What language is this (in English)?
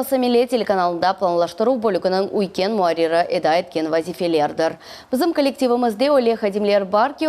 Crimean Tatar